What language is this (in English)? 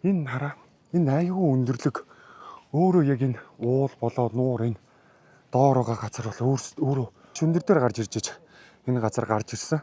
Mongolian